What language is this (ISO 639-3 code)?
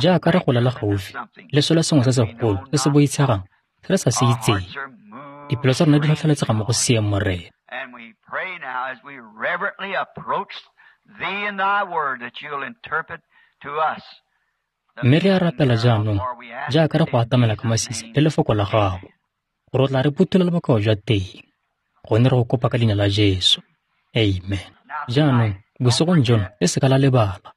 tsn